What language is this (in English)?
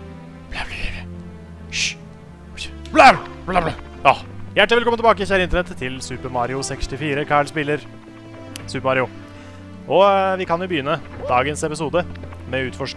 Norwegian